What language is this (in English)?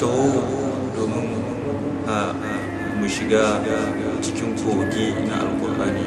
Hausa